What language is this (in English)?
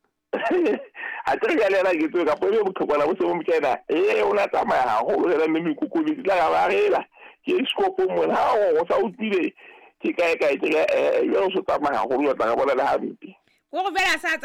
Southern Sotho